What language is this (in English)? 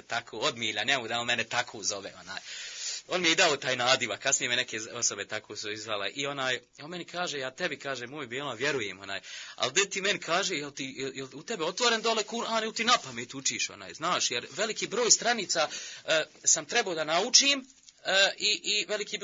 Bosnian